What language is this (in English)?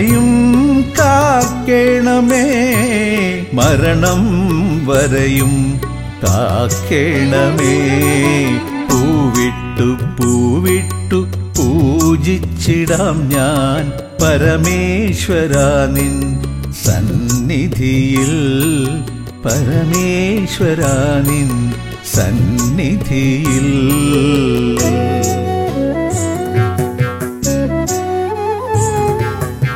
Malayalam